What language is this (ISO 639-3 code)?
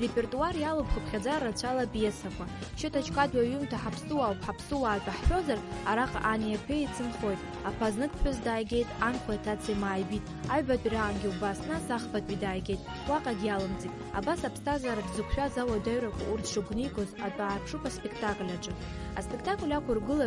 abk